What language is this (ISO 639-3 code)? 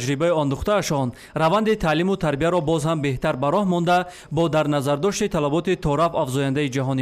tgk